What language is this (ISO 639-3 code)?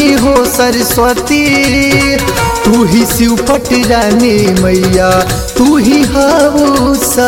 bho